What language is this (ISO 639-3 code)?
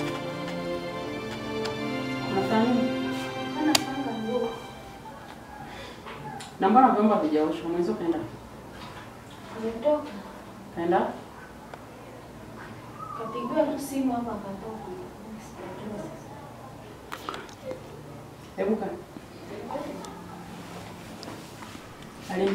swa